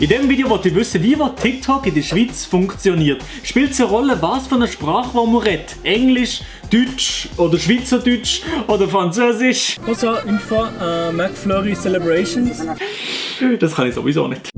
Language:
Swiss German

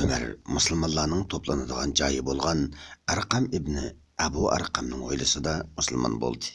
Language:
Uyghur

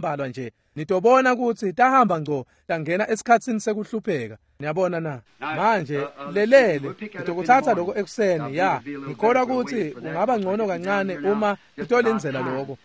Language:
Swati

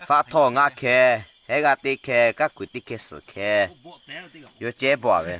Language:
Lahu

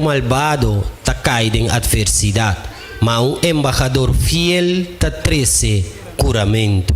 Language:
Papiamento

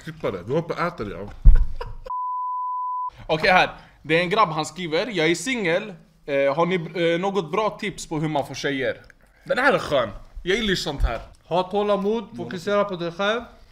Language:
Swedish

